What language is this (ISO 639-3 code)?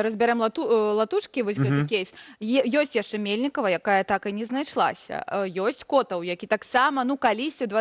bel